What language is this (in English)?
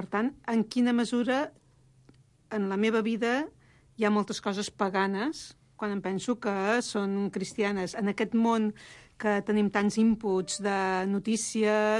Catalan